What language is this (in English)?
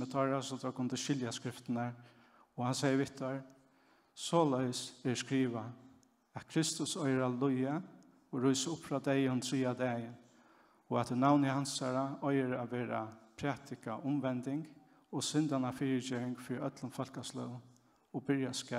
Faroese